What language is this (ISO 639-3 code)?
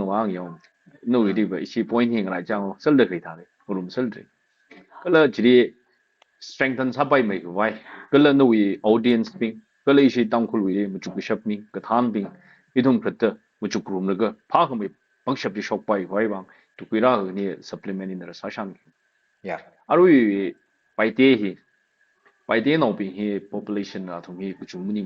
nmf